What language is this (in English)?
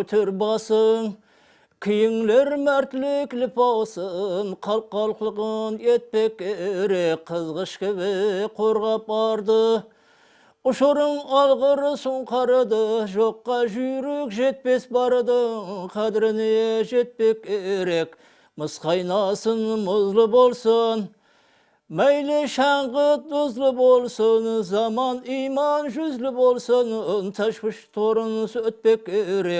Kara-Kalpak